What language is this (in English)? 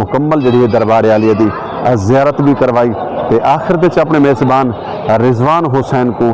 Saraiki